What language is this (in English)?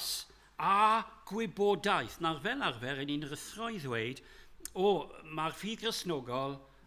Welsh